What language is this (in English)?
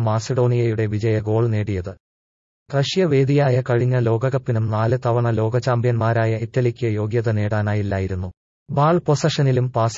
Malayalam